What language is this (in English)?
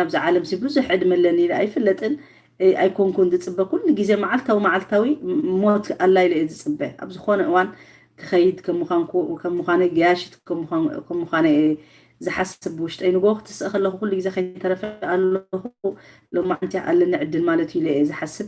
Tigrinya